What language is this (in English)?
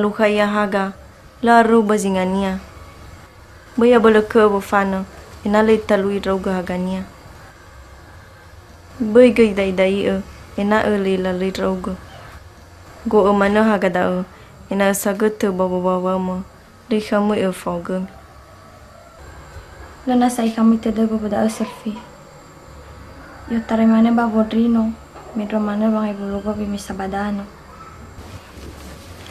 Indonesian